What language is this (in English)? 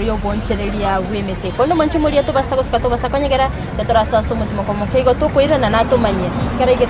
Gusii